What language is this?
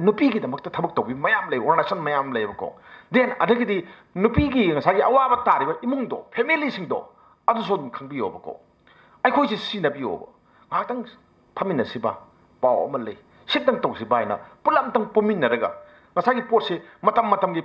Manipuri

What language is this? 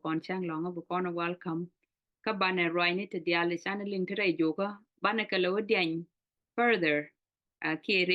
Nuer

